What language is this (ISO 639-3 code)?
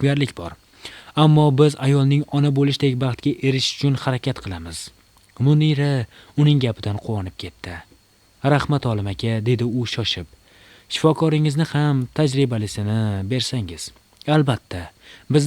uzb